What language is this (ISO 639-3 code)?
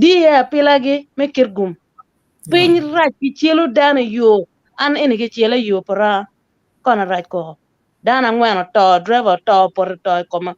ach